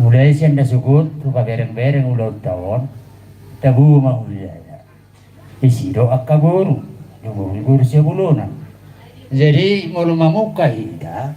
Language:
Batak Toba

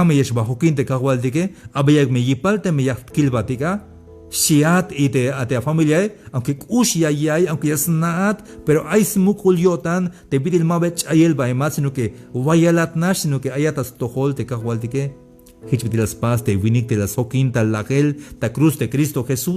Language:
Tzeltal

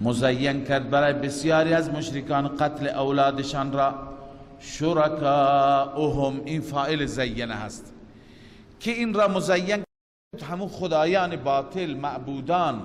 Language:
Persian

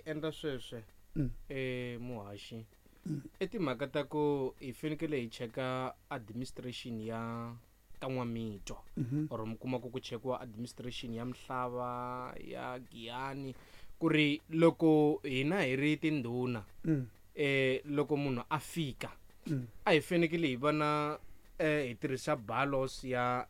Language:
Tsonga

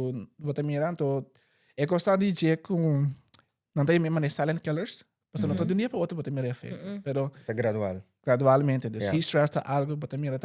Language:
Papiamento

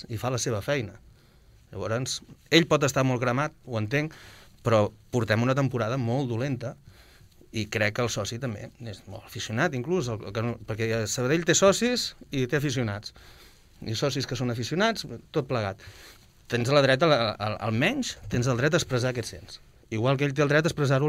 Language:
Catalan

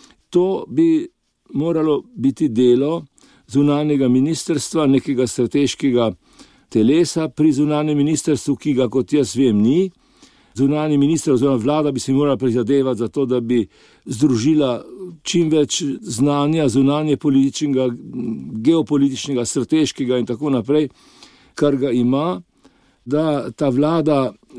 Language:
Slovenian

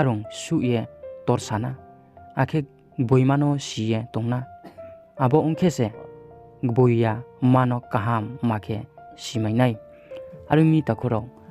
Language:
Riang (India)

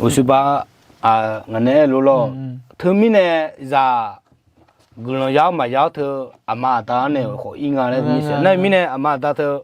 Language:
Akha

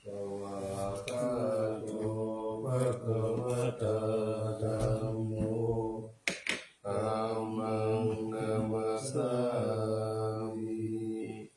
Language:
Pali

